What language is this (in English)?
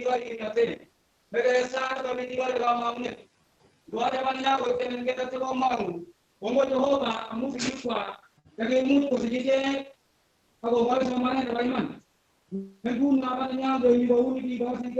Kalenjin